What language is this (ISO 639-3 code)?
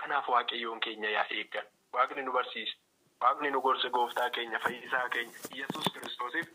orm